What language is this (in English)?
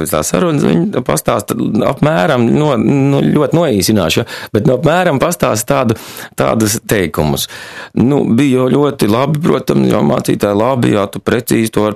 Latvian